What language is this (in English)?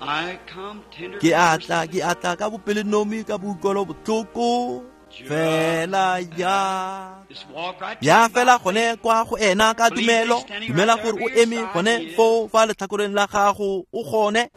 Tswana